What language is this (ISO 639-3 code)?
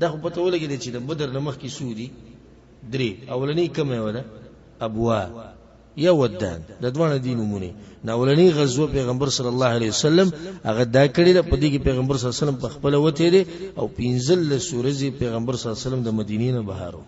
pus